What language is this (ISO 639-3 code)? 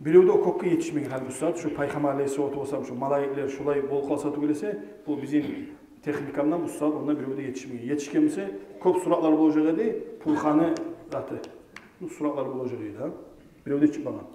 kum